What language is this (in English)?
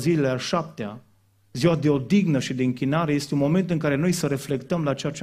Romanian